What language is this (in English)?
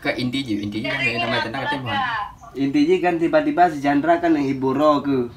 Achinese